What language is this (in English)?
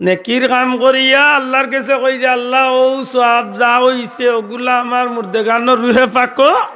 Sylheti